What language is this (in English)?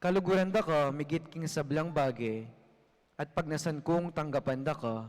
Pampanga